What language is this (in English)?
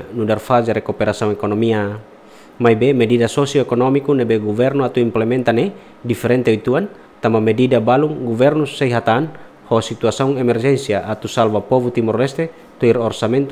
Tetum